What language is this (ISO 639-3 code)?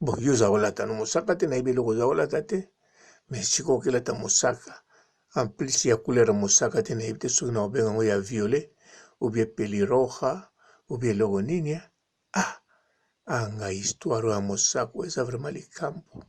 lin